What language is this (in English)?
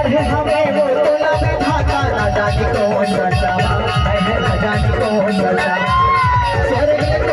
Chhattisgarhi